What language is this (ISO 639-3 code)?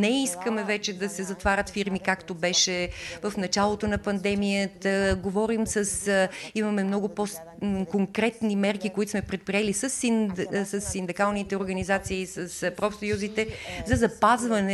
bul